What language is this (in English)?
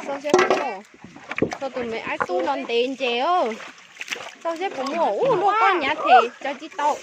Hmong